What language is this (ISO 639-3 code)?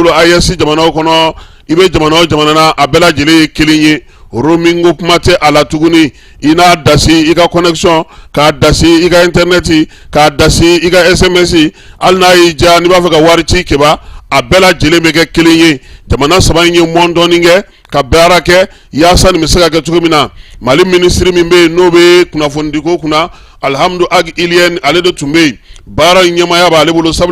bam